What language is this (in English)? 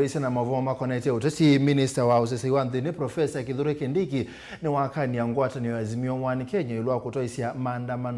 Kamba